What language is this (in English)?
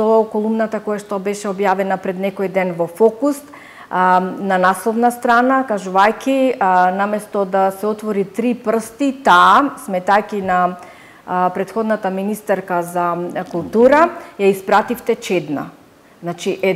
Macedonian